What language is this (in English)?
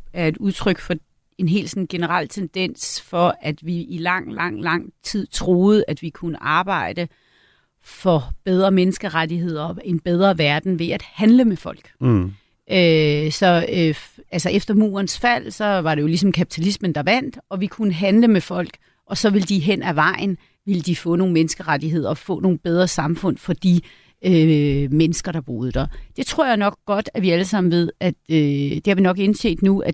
Danish